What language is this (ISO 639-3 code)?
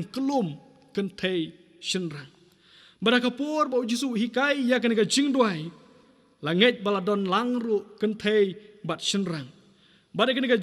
kha